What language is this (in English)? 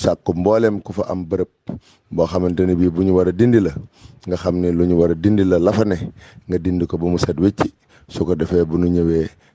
Wolof